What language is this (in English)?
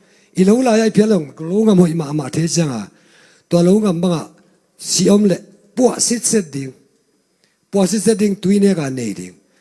Tedim Chin